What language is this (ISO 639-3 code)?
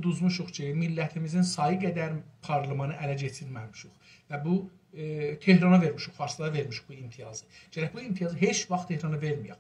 azb